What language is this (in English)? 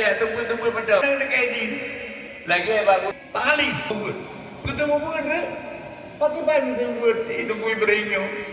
Achinese